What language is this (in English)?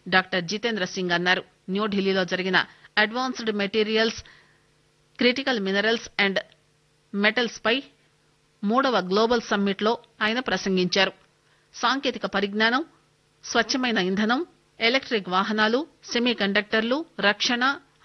Telugu